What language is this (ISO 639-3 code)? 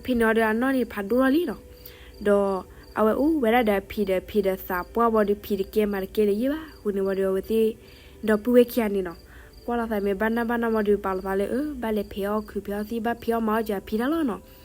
ksw